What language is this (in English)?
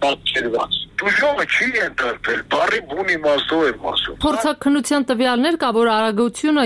Armenian